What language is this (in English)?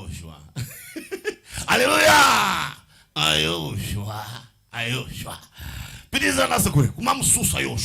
Nyanja